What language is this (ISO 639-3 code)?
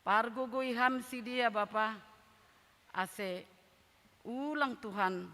bts